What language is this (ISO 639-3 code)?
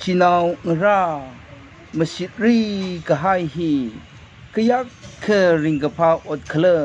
nmf